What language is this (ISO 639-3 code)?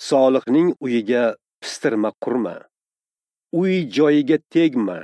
uzb